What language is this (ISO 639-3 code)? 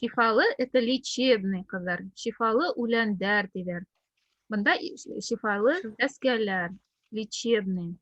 bak